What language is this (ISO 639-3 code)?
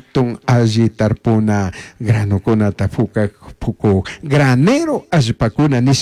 qug